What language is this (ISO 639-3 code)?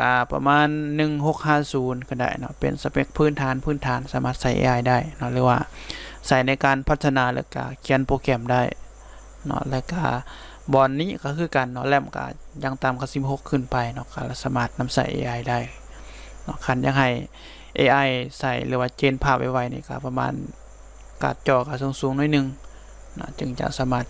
lao